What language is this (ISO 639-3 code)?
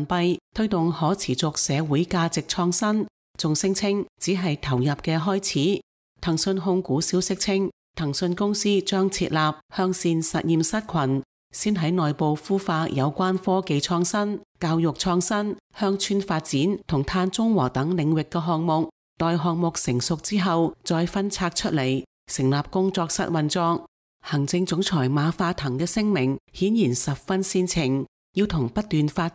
yue